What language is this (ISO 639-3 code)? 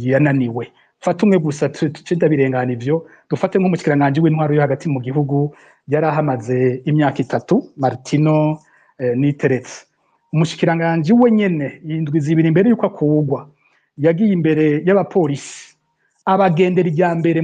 run